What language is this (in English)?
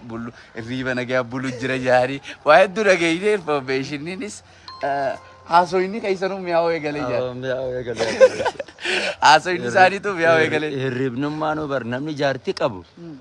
Oromo